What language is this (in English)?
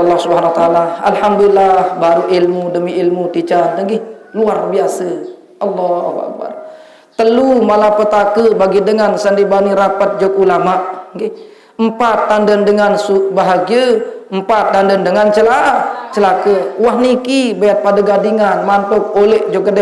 Sasak